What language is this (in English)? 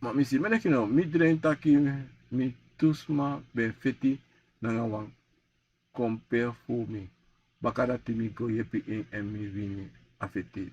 Sranan Tongo